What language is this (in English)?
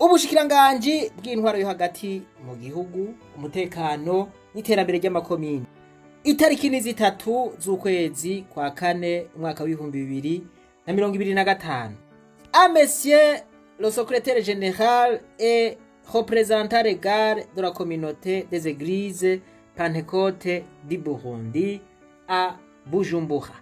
Rundi